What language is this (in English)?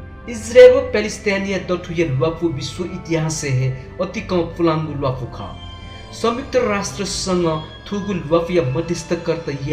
Newari